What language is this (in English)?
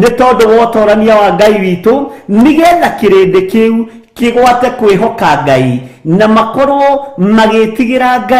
Kikuyu